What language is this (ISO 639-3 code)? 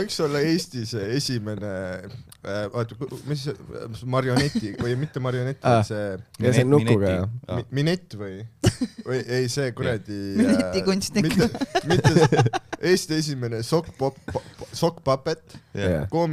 est